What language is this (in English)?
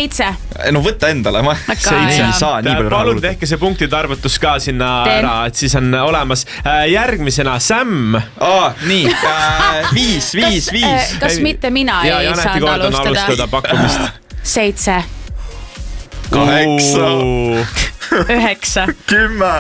Estonian